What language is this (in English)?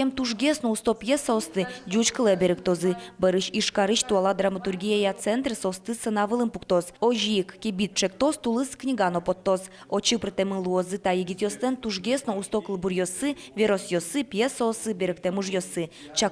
Udmurt